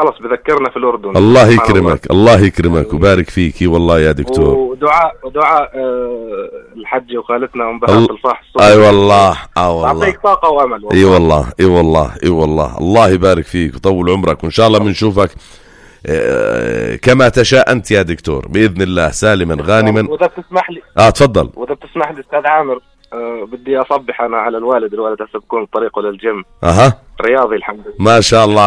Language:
North Levantine Arabic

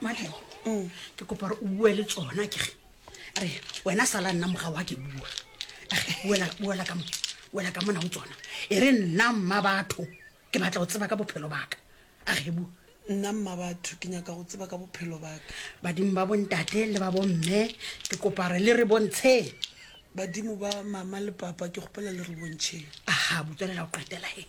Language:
Northern Sotho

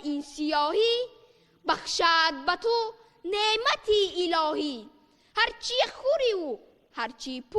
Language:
Tajik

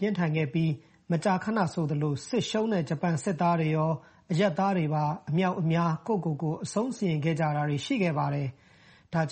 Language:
Burmese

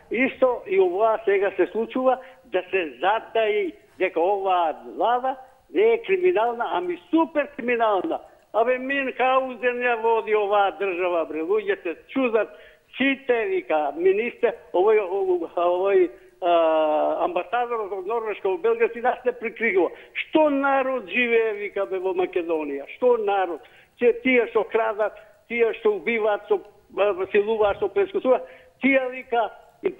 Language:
Macedonian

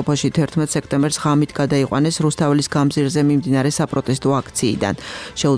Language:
Georgian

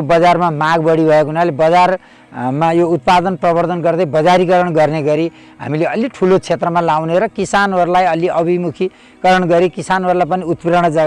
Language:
Nepali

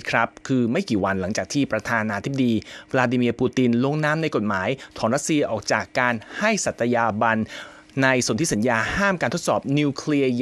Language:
Thai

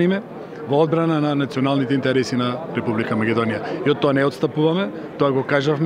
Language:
Macedonian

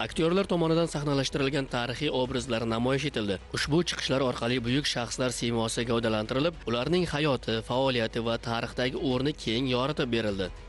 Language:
Uzbek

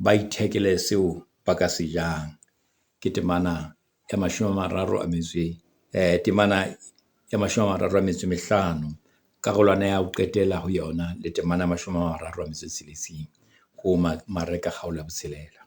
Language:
Southern Sotho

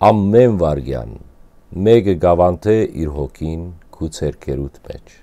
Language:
Western Armenian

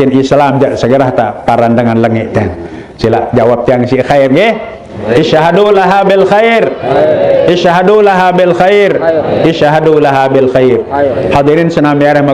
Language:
Sasak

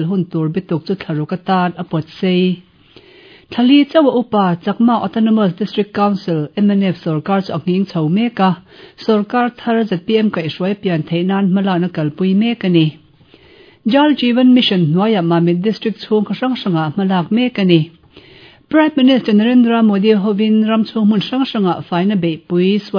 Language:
Mizo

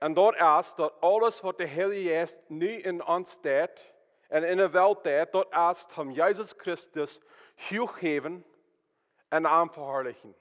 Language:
Plautdietsch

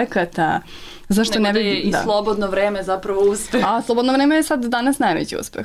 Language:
Serbian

